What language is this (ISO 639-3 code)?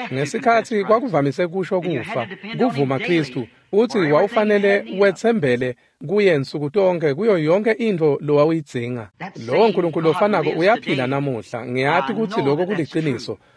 ssw